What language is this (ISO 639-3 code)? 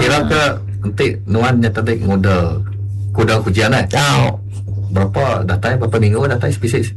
iba